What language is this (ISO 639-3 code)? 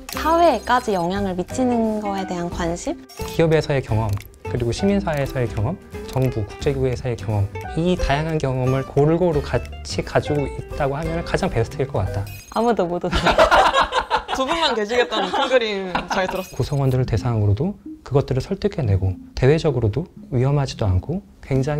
kor